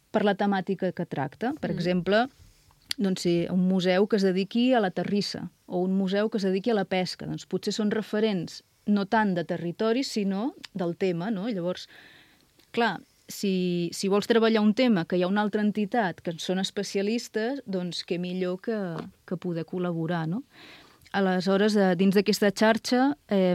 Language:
Catalan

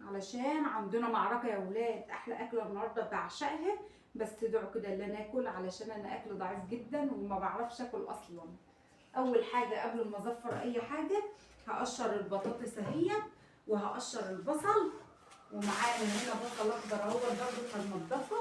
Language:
Egyptian Arabic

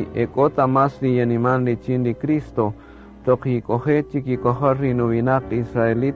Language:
Kaqchikel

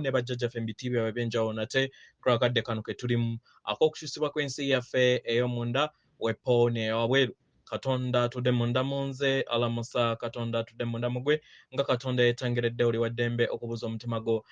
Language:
Ganda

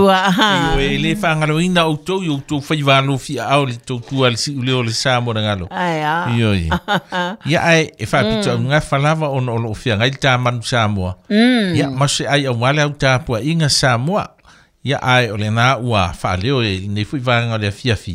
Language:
Samoan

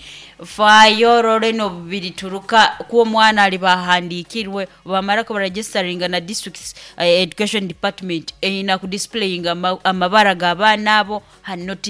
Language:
Nyankole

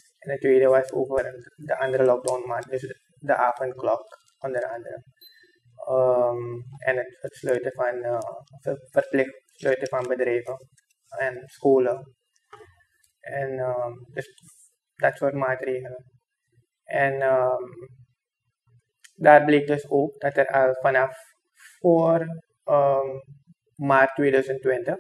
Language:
Dutch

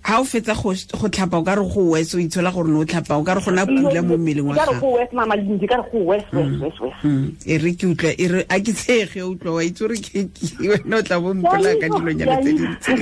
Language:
Tswana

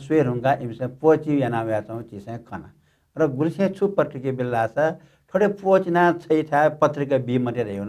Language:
Newari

